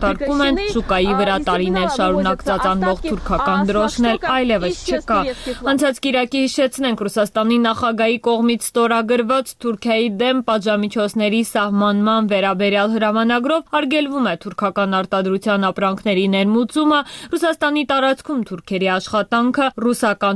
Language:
Armenian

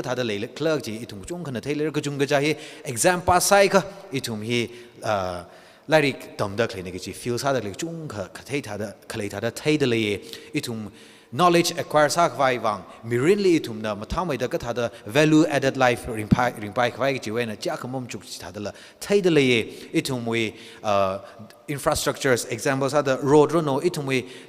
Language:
Tangkhul Naga (India)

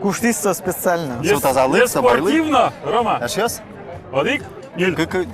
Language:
Udmurt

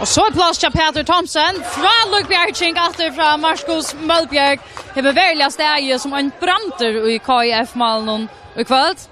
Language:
Faroese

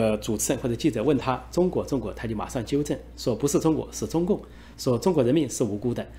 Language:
Chinese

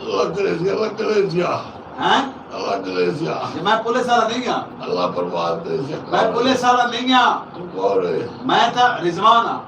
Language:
Saraiki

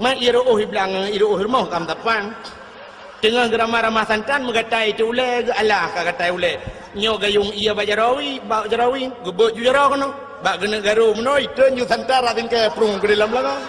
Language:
Achinese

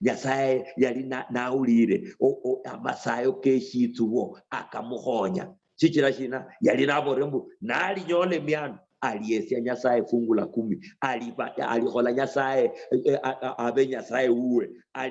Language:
Luyia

